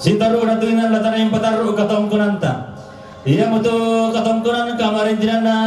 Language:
Toraja-Sa'dan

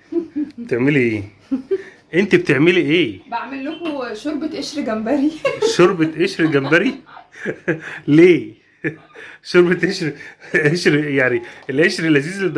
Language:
Egyptian Arabic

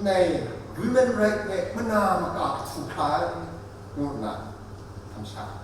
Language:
Kachin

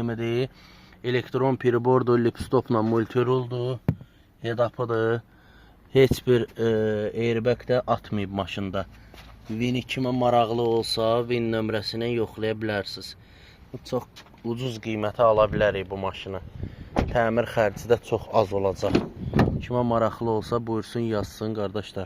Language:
Azerbaijani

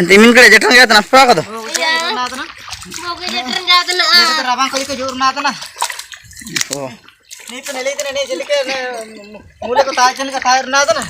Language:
Ho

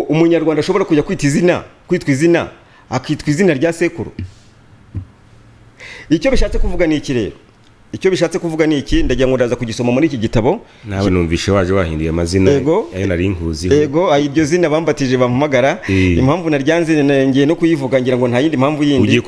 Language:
Kinyarwanda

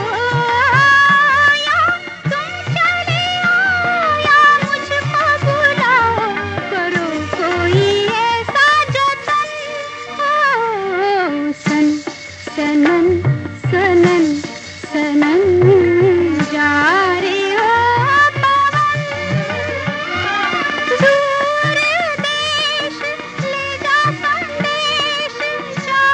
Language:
Hindi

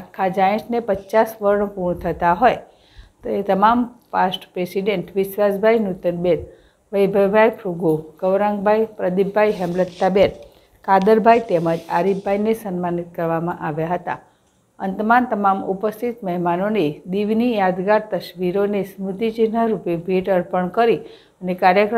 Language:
Gujarati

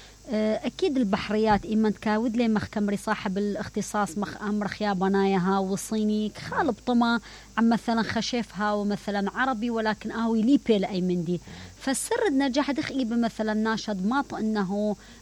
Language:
Mesopotamian Arabic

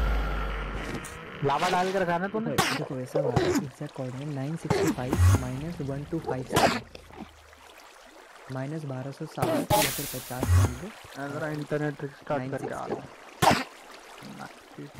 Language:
Hindi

